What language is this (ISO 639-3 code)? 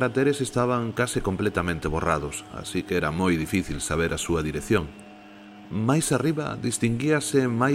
glg